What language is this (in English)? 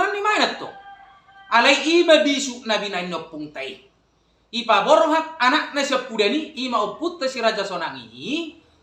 Batak Toba